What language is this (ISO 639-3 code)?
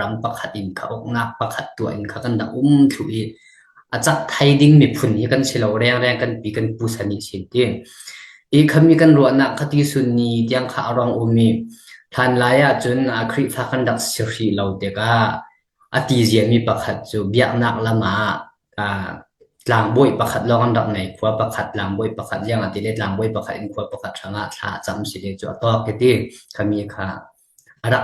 cfm